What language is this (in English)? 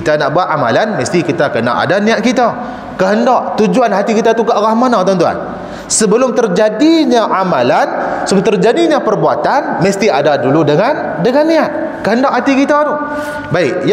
Malay